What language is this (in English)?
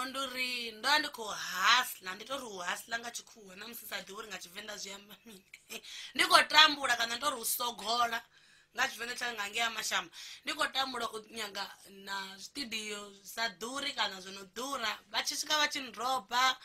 Venda